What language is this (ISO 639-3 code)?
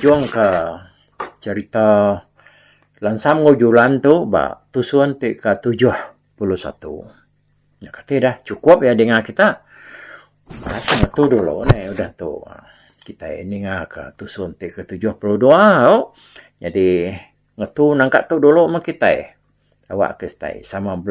iba